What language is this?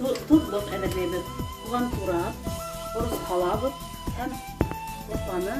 Bashkir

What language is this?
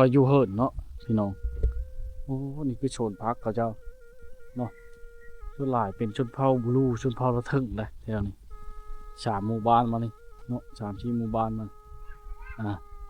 Lao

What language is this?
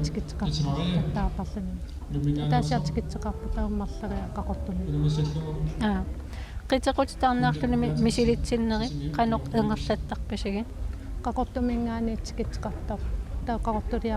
Kalaallisut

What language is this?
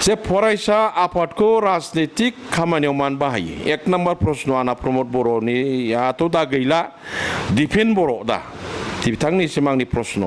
Bodo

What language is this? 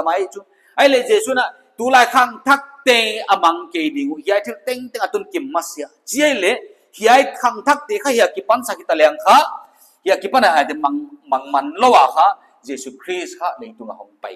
Paite Chin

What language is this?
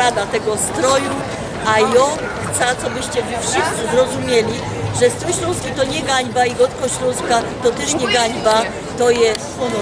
Silesian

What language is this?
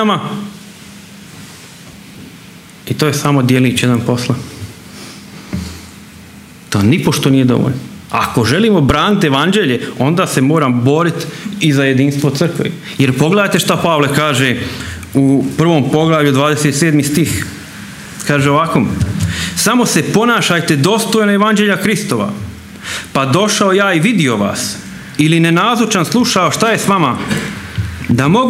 Croatian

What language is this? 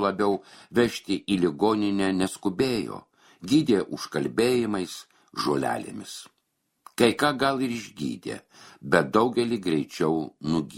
Lithuanian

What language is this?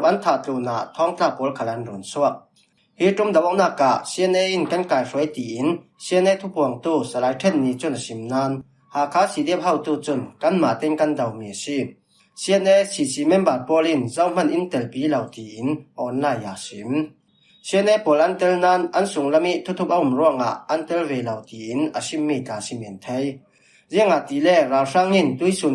Falam Chin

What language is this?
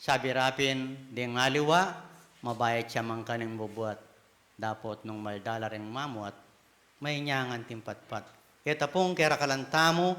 Pampanga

